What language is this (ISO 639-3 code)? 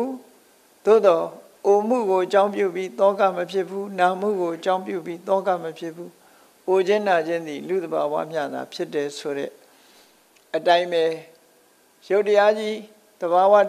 mya